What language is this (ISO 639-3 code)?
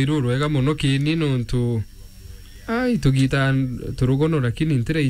mer